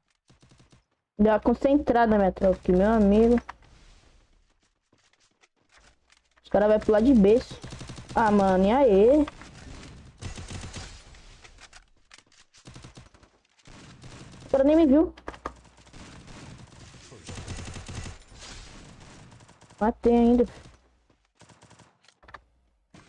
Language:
Portuguese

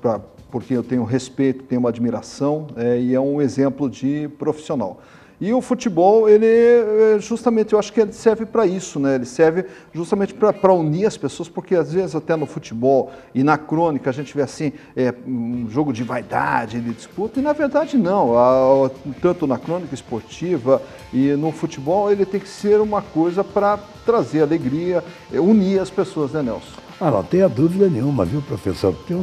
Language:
Portuguese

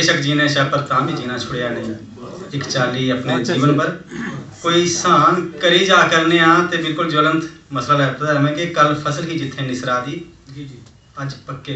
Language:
Dogri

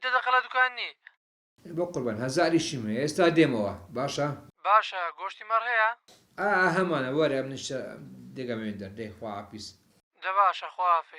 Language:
Central Kurdish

